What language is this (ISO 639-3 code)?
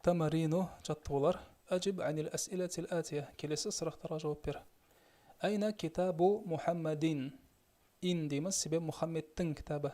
kaz